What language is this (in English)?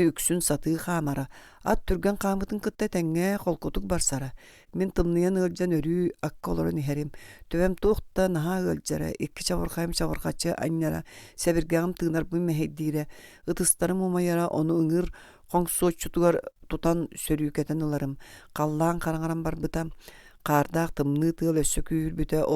Yakut